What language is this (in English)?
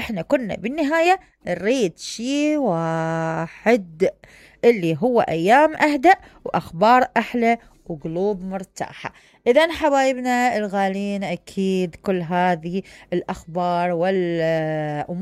Mesopotamian Arabic